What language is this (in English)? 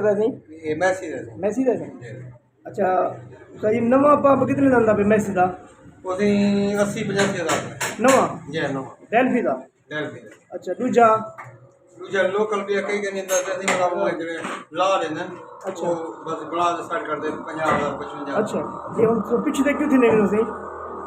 Saraiki